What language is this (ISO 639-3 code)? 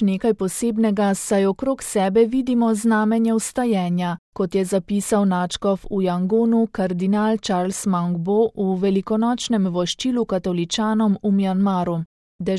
slv